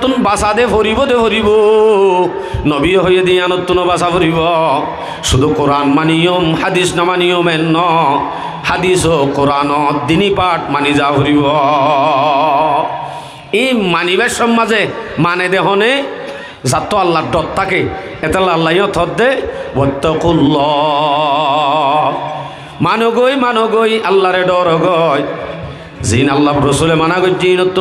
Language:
Rohingya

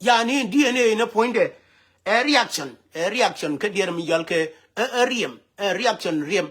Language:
Nuer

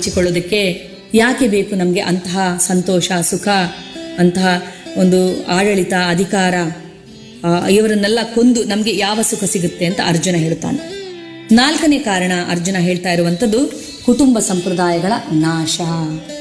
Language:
Kannada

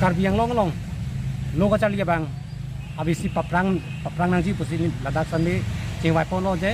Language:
Karbi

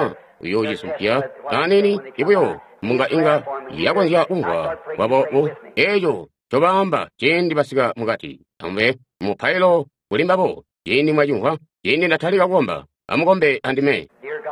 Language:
Tonga (Zambia)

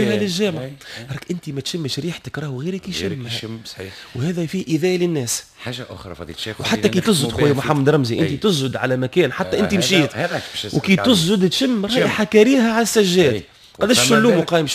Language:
Tunisian Arabic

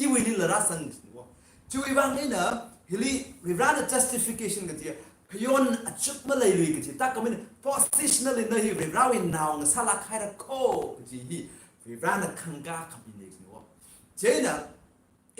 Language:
Tangkhul Naga (India)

